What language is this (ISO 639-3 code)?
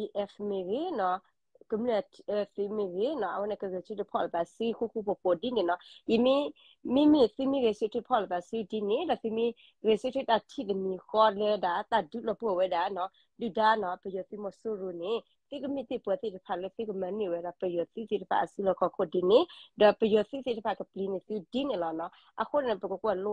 ksw